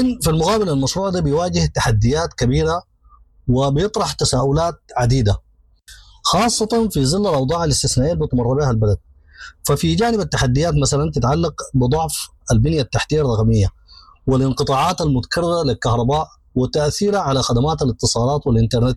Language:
Sudanese Arabic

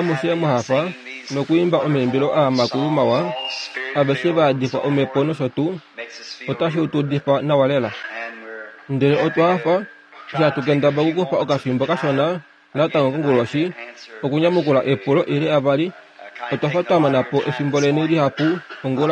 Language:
Kuanyama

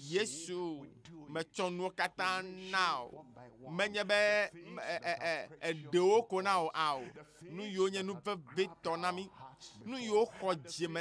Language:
Ewe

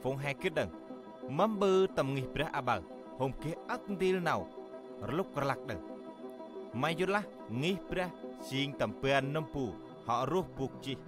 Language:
Central Mnong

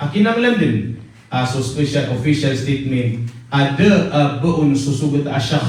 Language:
Maranao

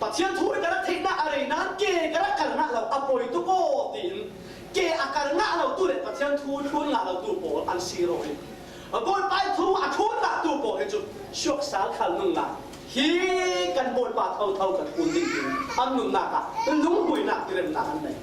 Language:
Falam Chin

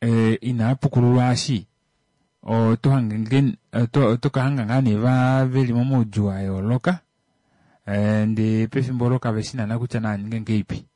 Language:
Kuanyama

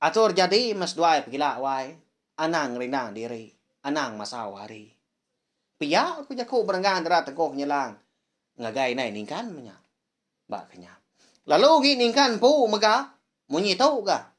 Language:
Iban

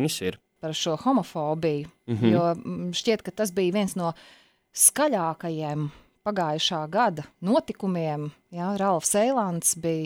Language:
Latvian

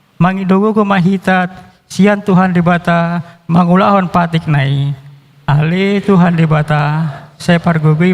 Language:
Batak Toba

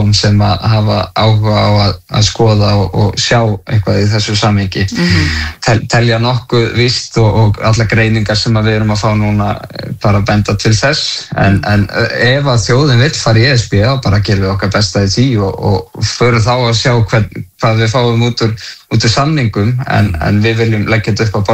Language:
Icelandic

